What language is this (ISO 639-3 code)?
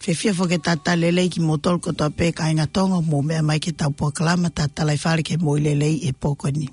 ton